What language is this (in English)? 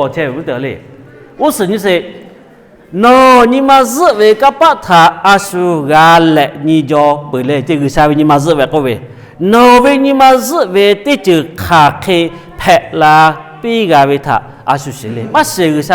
Lahu